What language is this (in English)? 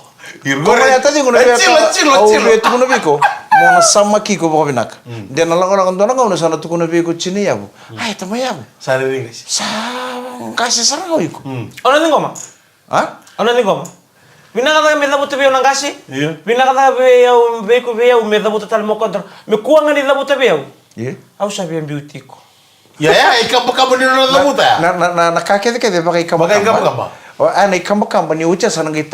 Fijian